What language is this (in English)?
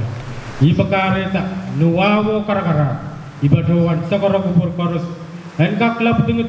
Pohnpeian